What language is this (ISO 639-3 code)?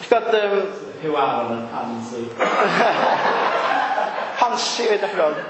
cym